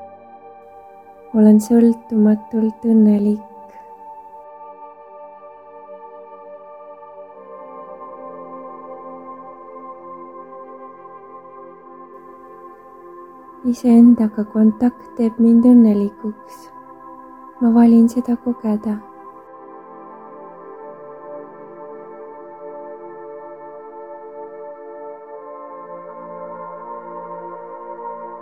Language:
Estonian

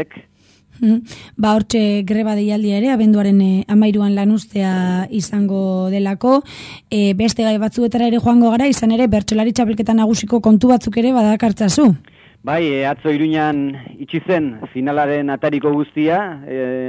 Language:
Basque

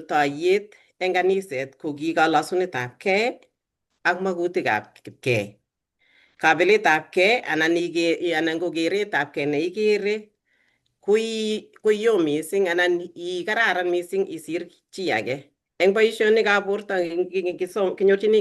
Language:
Kalenjin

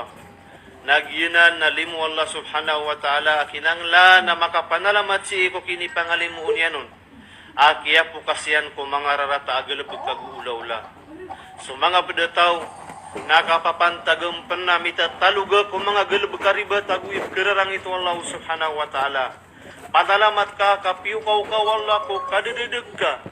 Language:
Maranao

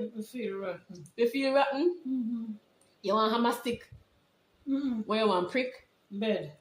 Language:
Jamaican Creole English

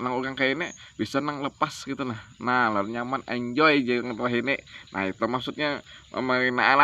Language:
Banjar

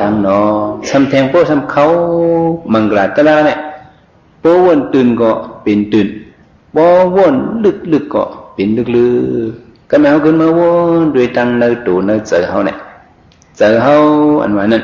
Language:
Shan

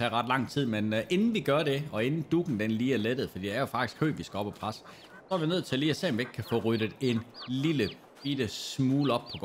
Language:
Danish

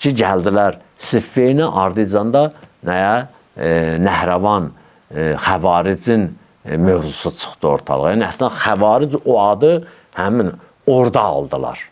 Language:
Azerbaijani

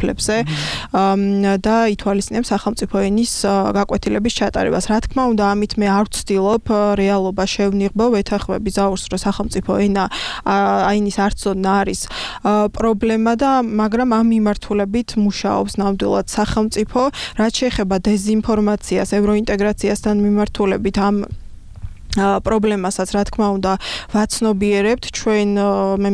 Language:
Georgian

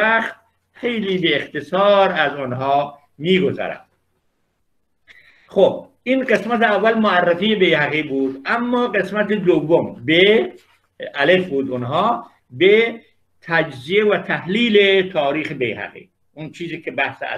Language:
Persian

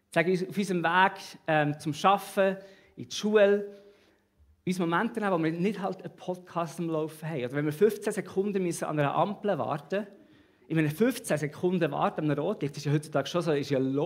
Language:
Swiss German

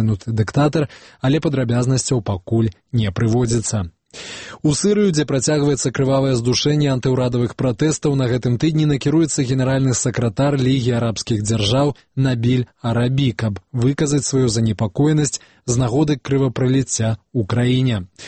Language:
Belarusian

